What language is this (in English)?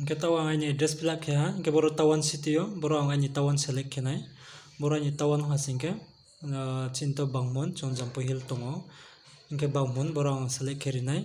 Riang (India)